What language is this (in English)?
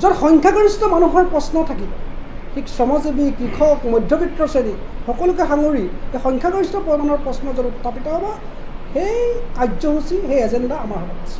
Assamese